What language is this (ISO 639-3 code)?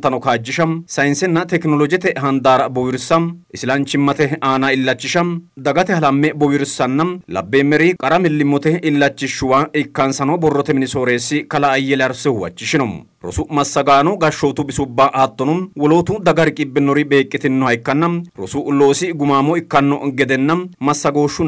sid